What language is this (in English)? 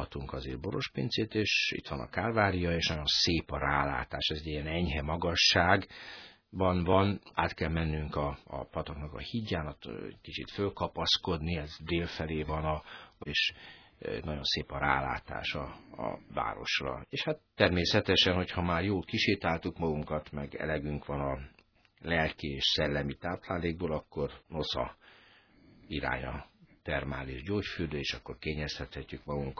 Hungarian